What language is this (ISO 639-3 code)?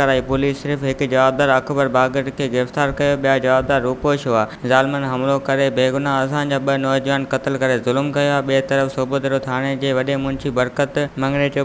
snd